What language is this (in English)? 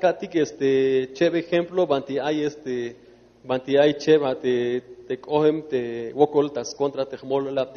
Tzeltal